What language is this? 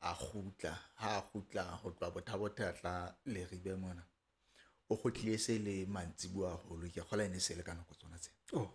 Southern Sotho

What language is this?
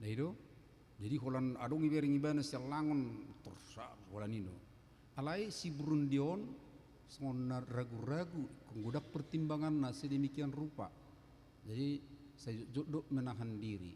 Batak Toba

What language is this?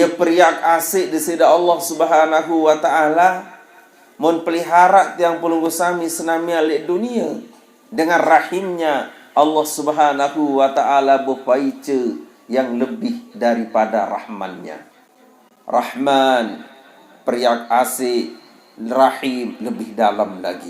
Sasak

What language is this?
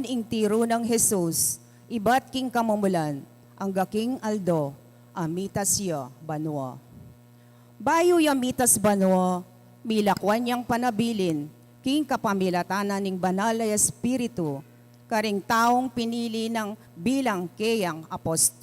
Pampanga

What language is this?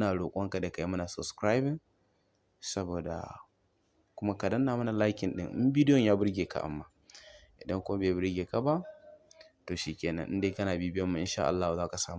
Hausa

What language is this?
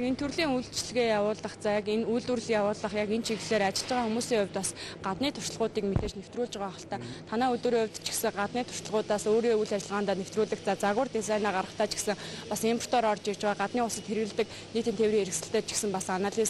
Mongolian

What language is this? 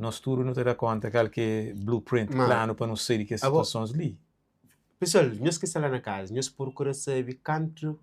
Kabuverdianu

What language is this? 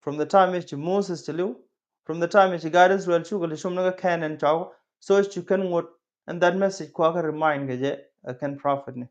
Nuer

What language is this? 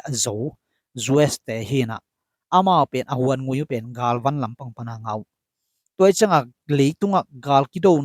Tedim Chin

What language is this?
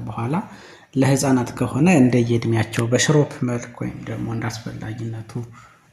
Amharic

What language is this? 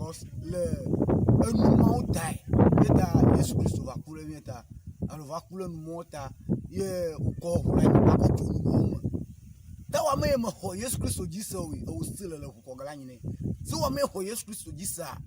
Ewe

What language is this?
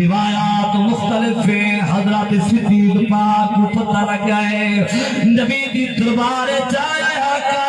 Saraiki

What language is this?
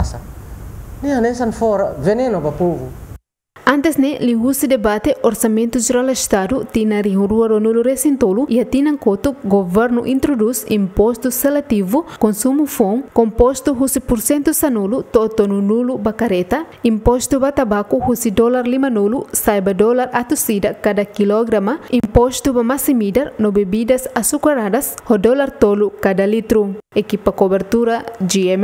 Tetum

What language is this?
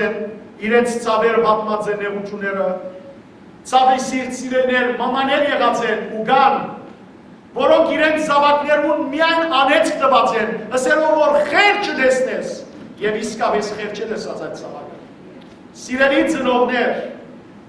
Western Armenian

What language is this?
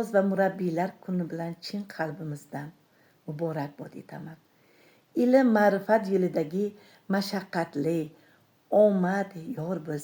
Uzbek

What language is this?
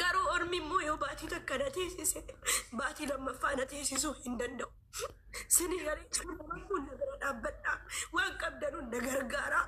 Oromo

